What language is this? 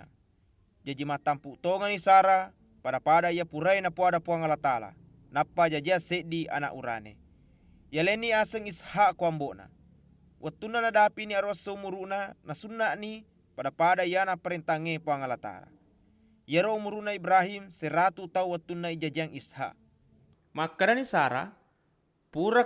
Buginese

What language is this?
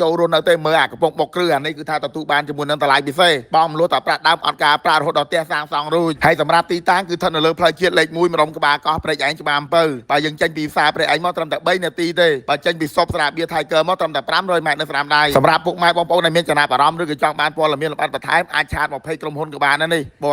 Khmer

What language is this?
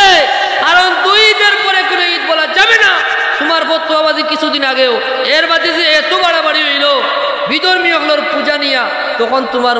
Sylheti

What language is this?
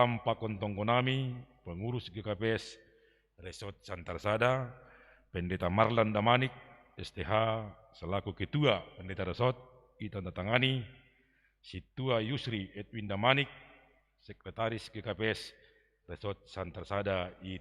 Batak Simalungun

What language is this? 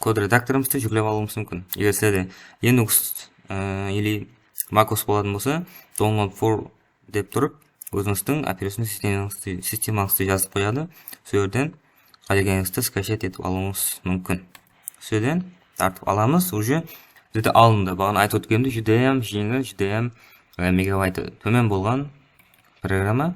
Kara-Kalpak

